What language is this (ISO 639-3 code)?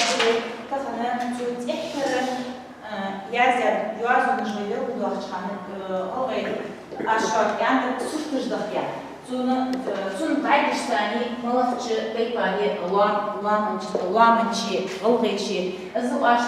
inh